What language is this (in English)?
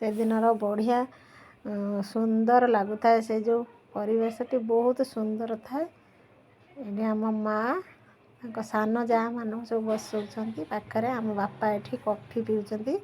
Odia